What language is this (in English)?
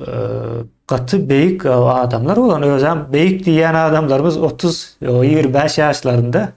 Turkmen